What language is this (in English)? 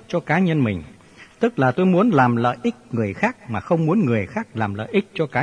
Vietnamese